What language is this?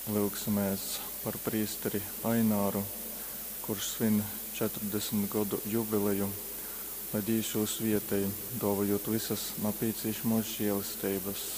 Latgalian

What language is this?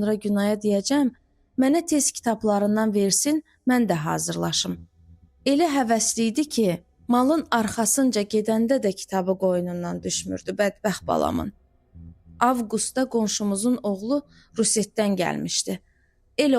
Azerbaijani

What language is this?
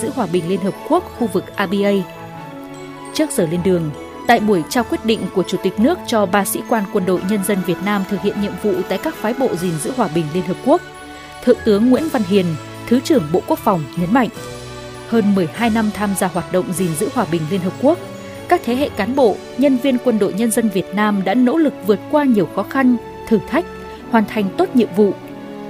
Vietnamese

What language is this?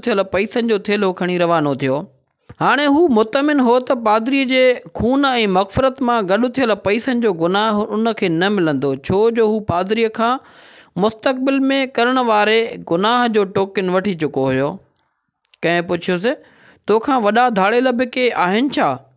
Sindhi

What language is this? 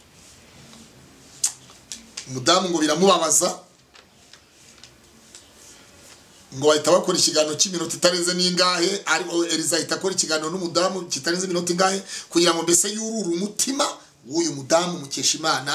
Kinyarwanda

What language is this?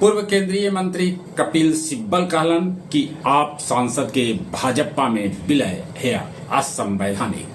Magahi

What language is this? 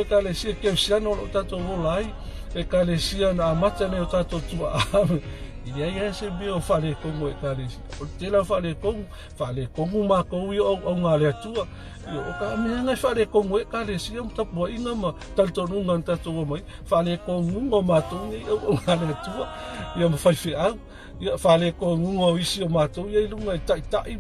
Samoan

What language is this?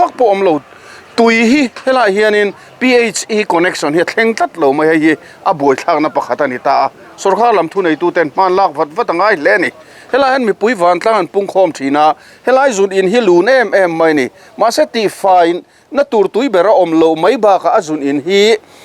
Mizo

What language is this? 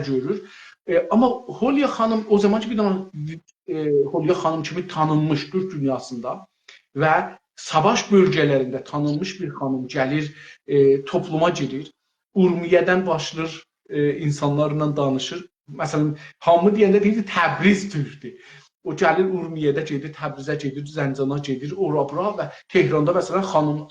South Azerbaijani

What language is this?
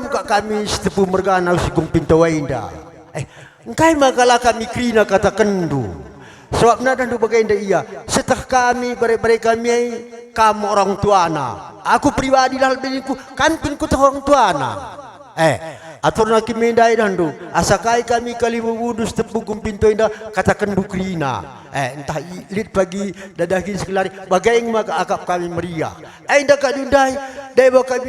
Batak Karo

